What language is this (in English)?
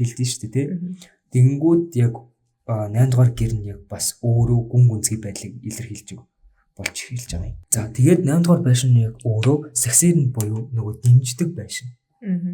Mongolian